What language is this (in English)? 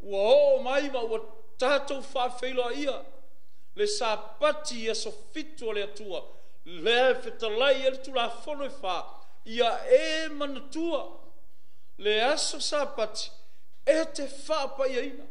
Samoan